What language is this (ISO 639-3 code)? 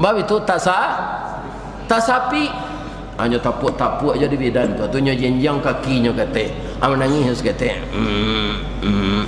min